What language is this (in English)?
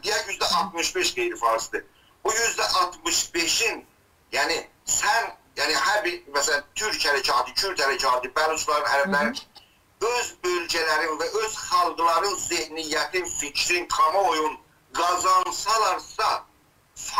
South Azerbaijani